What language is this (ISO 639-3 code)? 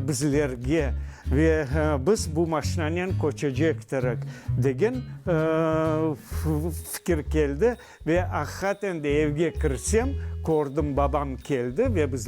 crh